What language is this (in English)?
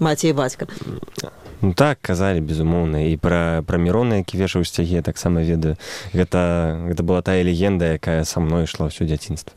Belarusian